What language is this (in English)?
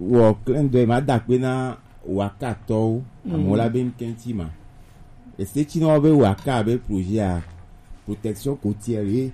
Gen